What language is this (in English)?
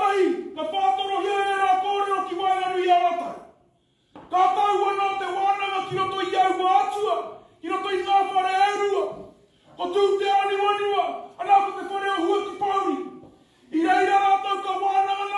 Māori